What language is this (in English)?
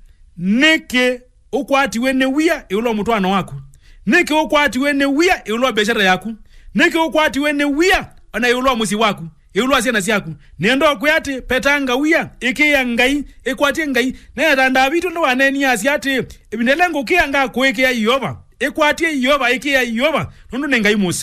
Kamba